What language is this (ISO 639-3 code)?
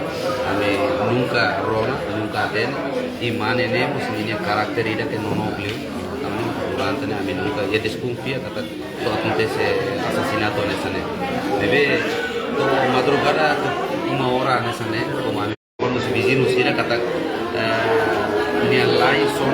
tet